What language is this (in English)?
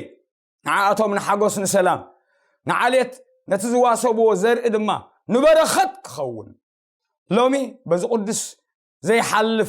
Tigrinya